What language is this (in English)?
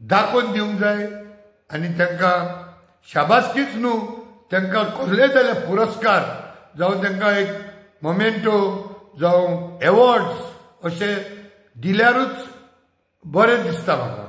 Konkani